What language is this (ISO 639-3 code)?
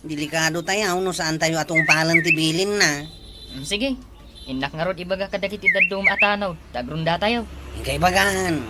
ilo